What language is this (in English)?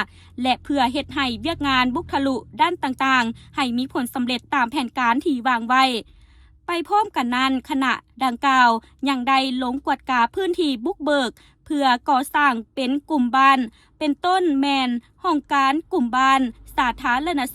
Lao